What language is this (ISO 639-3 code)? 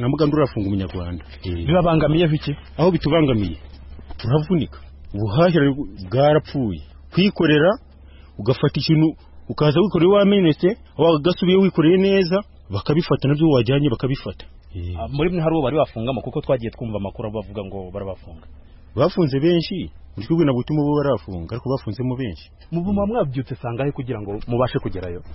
kin